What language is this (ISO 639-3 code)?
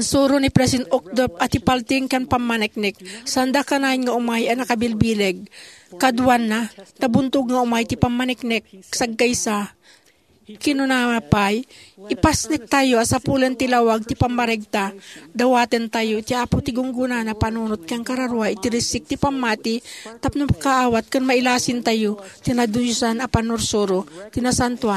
ilo